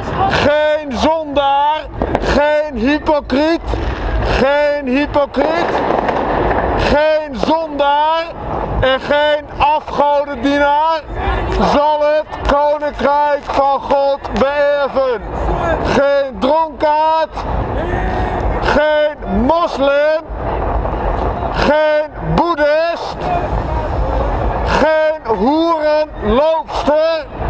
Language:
Dutch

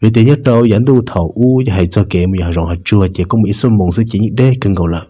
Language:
Hmong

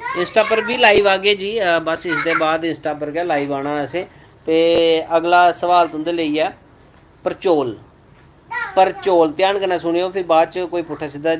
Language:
Dogri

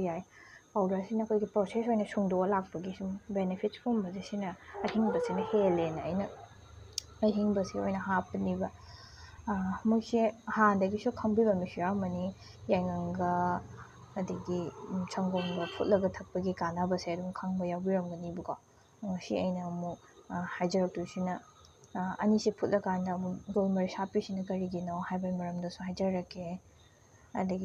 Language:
Manipuri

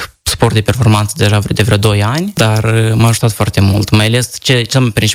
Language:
Romanian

